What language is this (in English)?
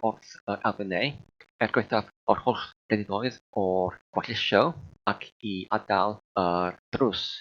Welsh